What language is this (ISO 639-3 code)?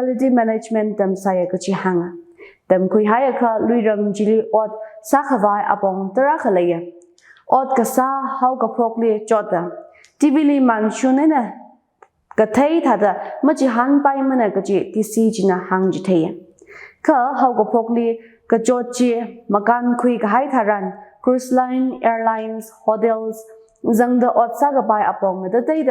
nmf